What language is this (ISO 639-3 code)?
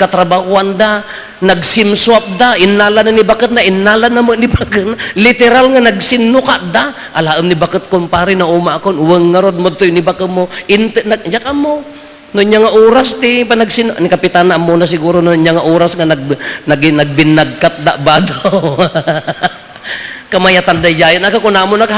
ilo